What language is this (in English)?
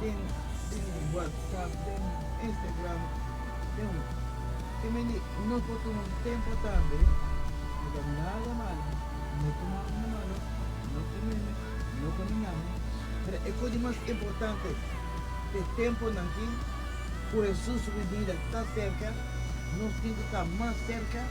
Papiamento